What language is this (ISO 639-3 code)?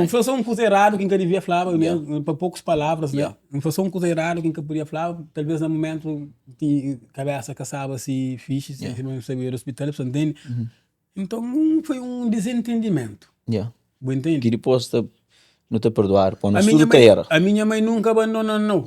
kea